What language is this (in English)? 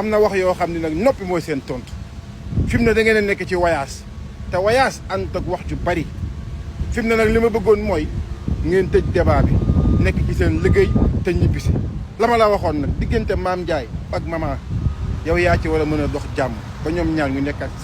Wolof